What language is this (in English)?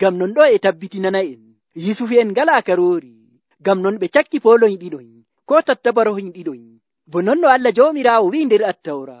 Nigerian Fulfulde